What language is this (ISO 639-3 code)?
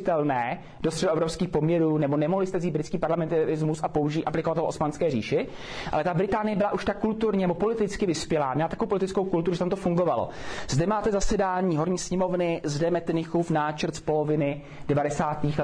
ces